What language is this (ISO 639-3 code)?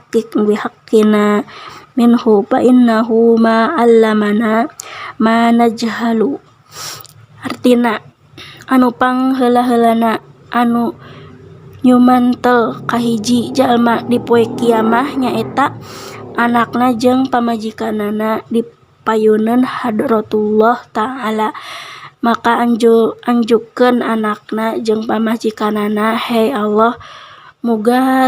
sun